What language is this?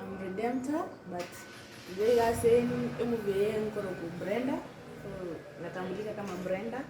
Gusii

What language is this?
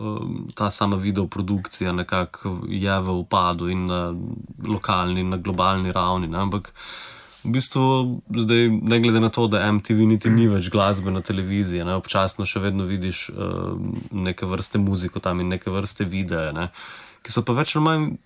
Slovenian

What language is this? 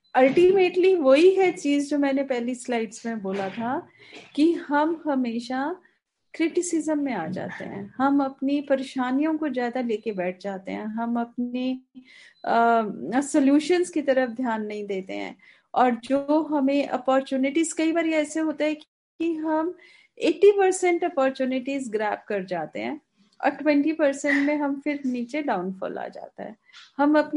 Hindi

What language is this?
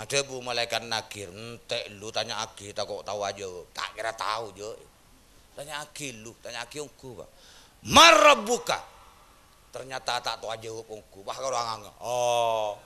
Madurese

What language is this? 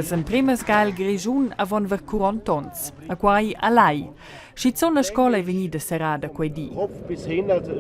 Romansh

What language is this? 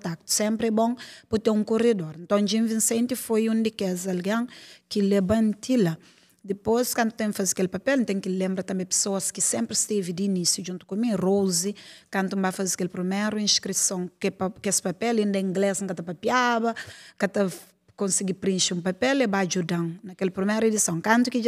Kabuverdianu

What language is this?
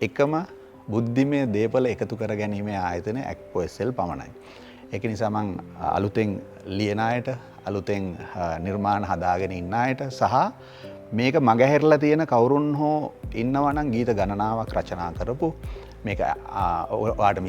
Sinhala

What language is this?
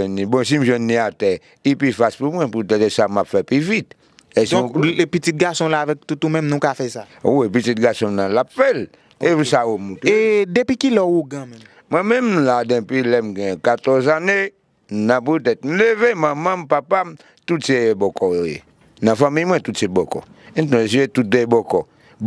Haitian Creole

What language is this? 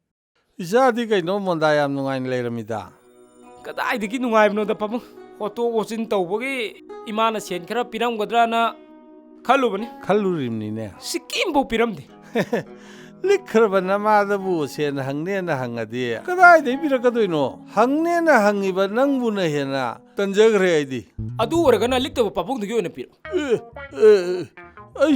Manipuri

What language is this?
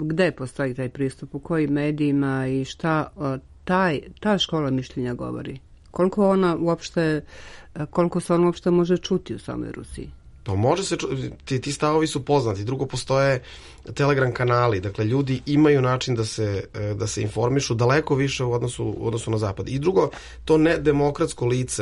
Serbian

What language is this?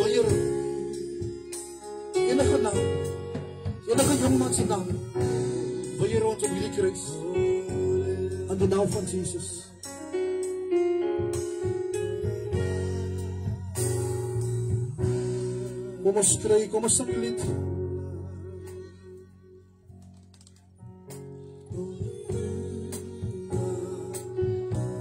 Afrikaans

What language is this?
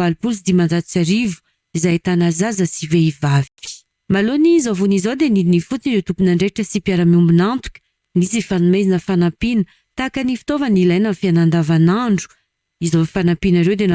Malagasy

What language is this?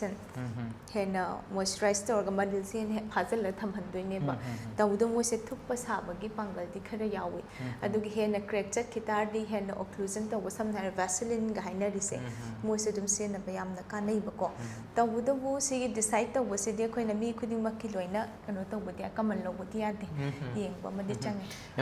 Manipuri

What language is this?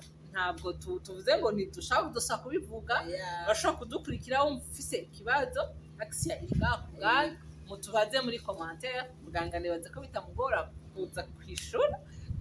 Rundi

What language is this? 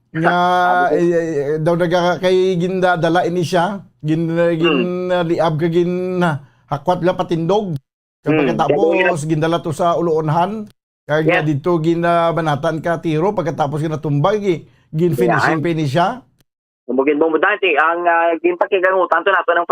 Hiligaynon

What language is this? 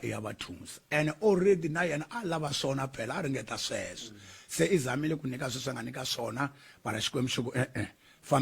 Tsonga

